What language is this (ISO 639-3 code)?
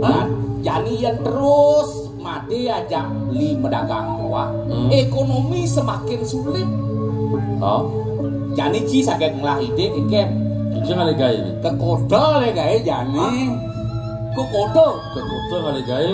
ban